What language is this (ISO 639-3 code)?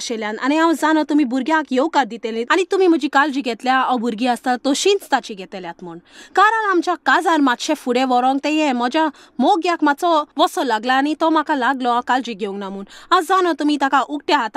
kok